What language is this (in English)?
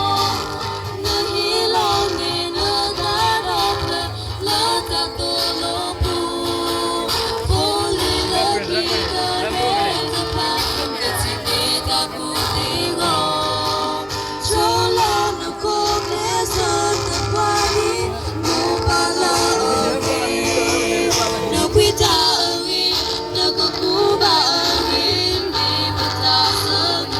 S'gaw Karen